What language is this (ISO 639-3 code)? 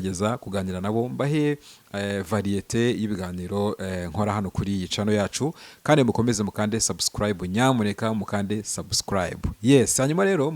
kin